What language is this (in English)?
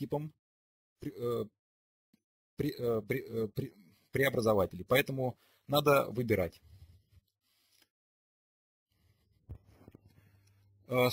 Russian